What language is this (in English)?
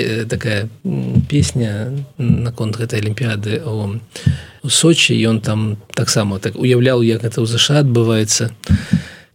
Belarusian